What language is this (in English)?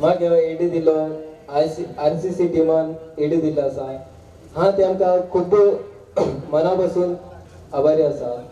Konkani